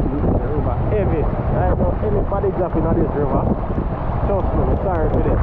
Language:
Jamaican Creole English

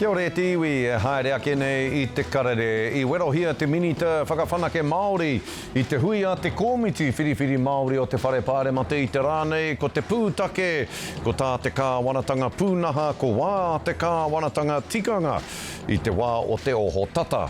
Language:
Māori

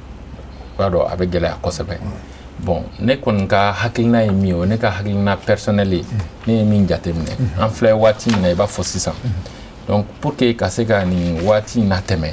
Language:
Bambara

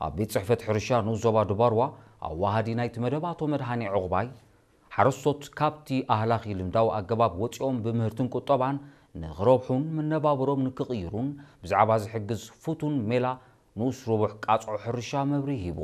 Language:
Tigrinya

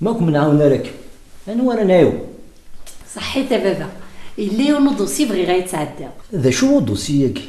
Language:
Kabyle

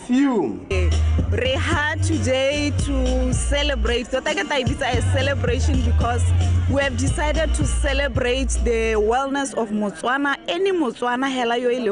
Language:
Tswana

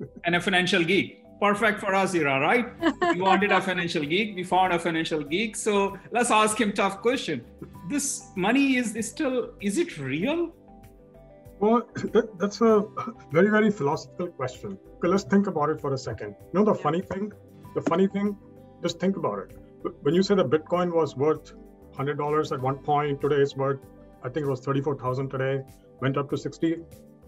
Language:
English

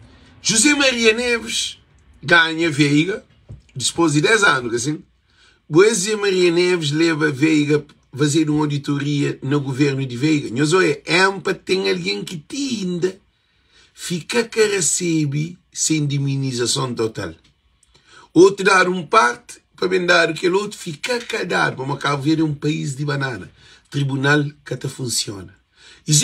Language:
Kabuverdianu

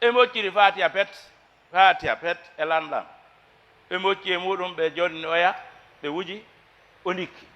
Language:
Fula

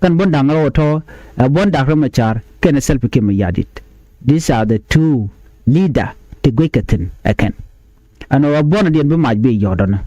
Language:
Nuer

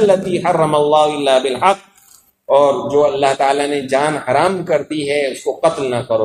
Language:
Urdu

